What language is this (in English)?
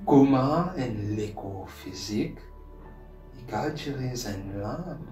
Morisyen